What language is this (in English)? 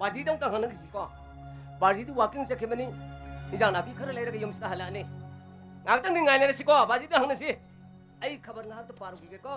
Manipuri